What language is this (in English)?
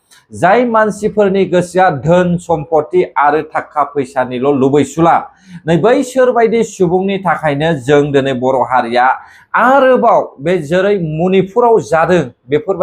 Bodo